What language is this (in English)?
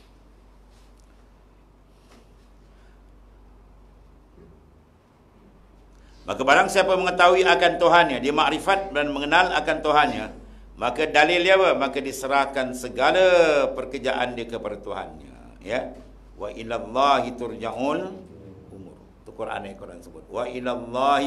Malay